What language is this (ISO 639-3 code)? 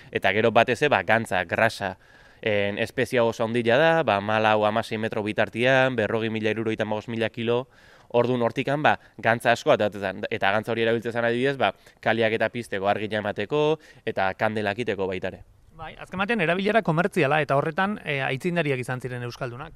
eus